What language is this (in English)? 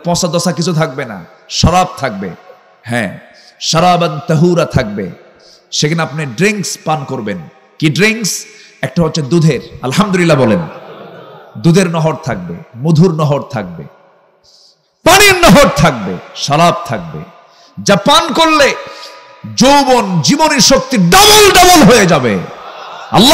Bangla